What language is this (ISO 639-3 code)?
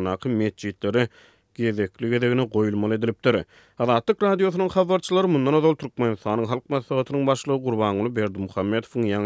tuk